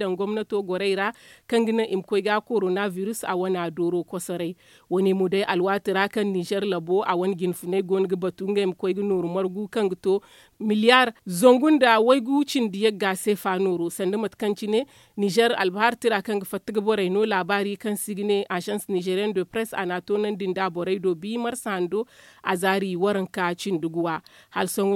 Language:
Zarma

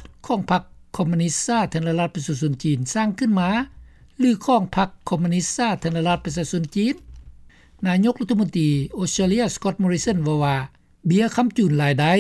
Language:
Lao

